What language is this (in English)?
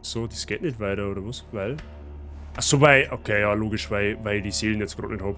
Bavarian